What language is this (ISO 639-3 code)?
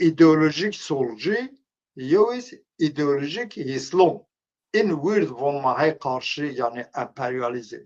zza